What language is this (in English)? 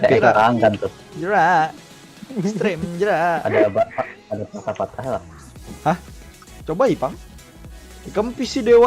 Banjar